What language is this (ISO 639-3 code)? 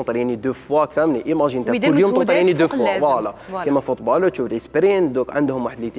arq